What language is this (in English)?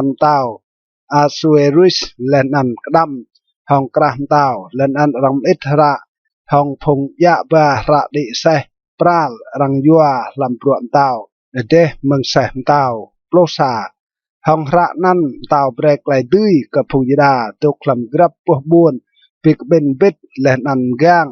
Rade